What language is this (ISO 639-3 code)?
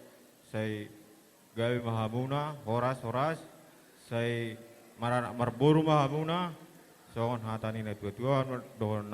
bbc